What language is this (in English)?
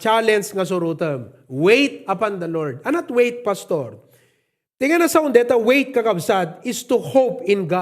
Iloko